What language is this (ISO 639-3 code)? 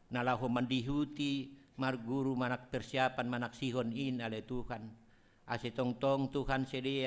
bts